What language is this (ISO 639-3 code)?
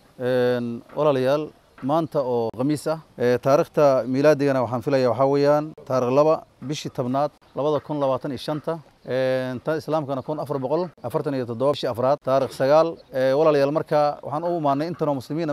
som